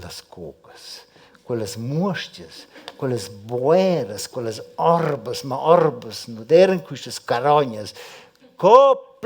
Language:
Romansh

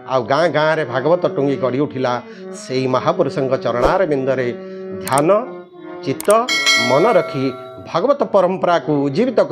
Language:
Odia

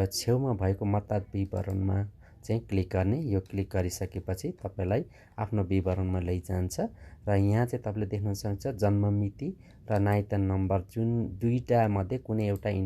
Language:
Nepali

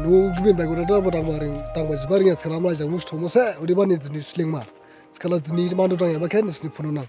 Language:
Dimasa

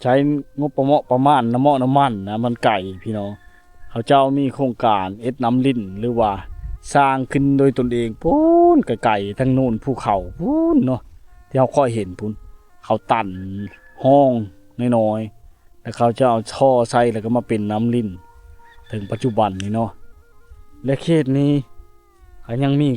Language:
Lao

